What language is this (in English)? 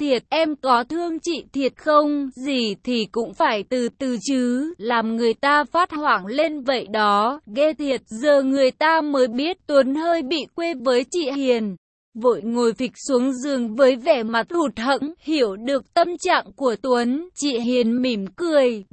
Vietnamese